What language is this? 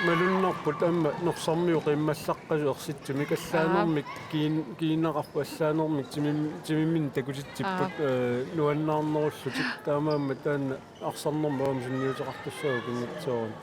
Kalaallisut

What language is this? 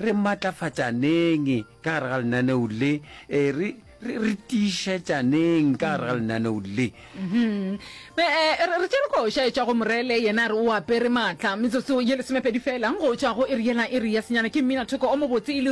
Northern Sotho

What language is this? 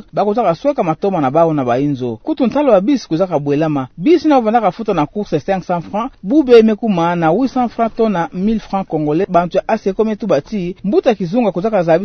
Kituba (Democratic Republic of Congo)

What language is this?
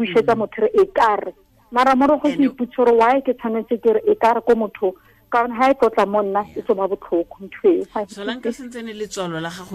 Tswana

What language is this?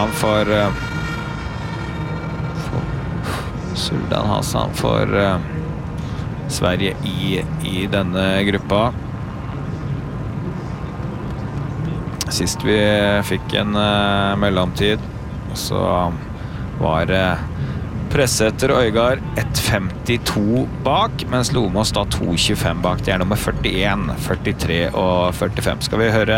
Norwegian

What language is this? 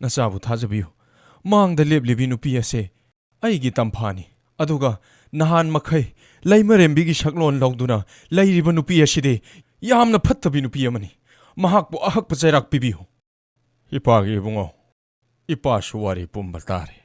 Manipuri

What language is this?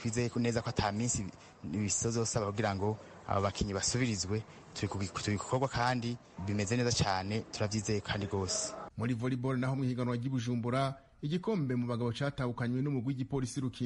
Rundi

